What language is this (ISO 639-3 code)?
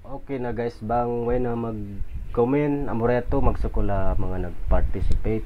tsg